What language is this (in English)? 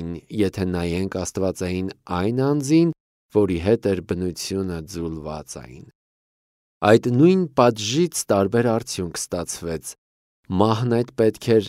Armenian